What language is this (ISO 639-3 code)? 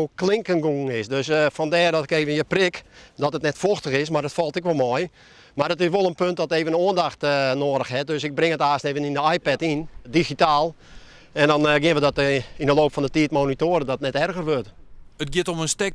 fry